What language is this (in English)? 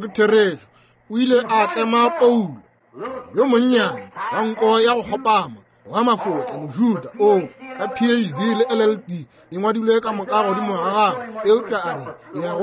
Northern Sotho